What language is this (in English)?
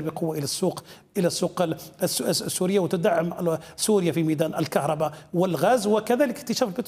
Arabic